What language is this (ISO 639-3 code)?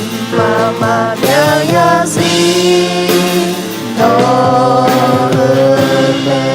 ahk